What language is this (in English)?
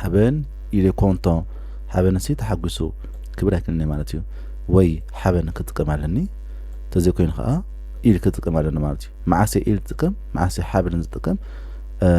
Tigrinya